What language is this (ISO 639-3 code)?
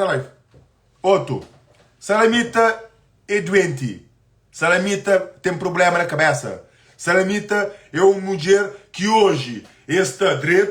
kea